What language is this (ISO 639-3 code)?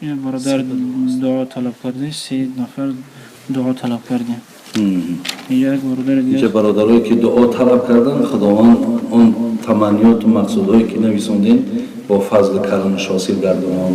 tgk